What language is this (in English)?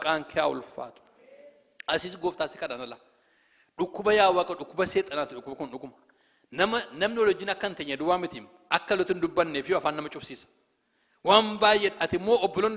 Oromo